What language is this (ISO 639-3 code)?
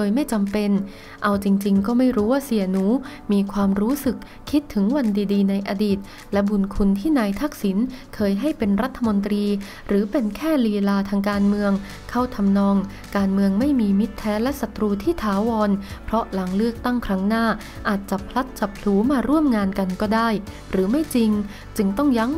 tha